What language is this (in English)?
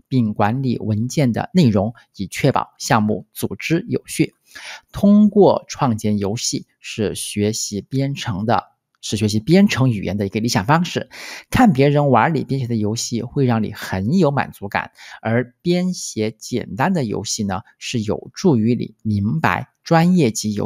Chinese